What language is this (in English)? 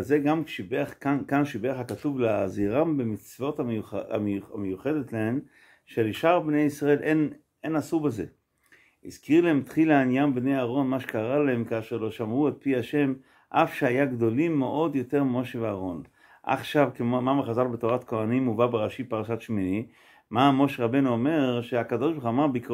Hebrew